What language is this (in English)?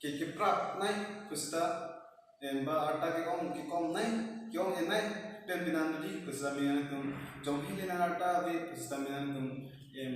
Karbi